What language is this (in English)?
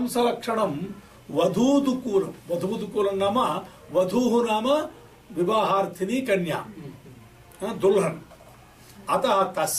Sanskrit